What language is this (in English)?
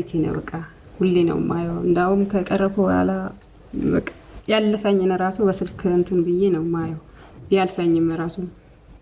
Amharic